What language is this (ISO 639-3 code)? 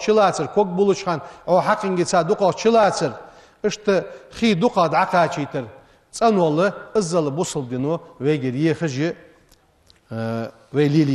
inh